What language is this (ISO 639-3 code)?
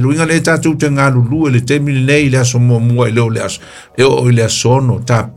smo